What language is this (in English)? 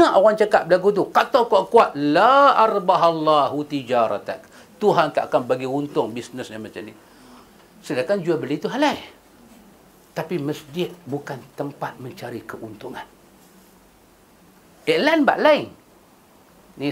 Malay